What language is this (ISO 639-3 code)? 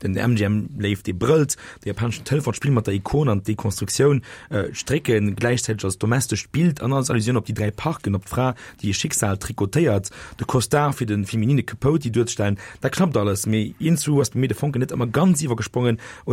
ltz